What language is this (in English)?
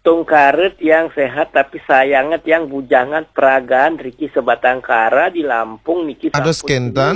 Balinese